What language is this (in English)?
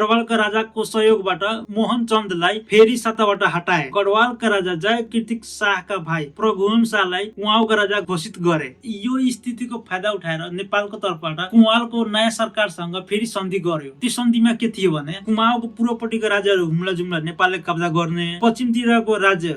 Nepali